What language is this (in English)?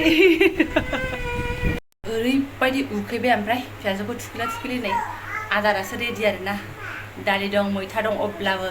Bodo